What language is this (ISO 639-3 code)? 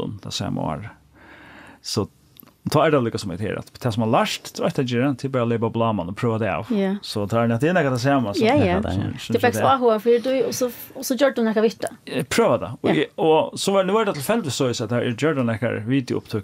fao